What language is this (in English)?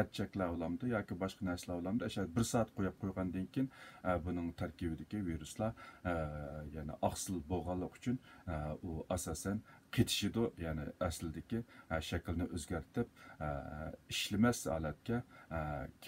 Uyghur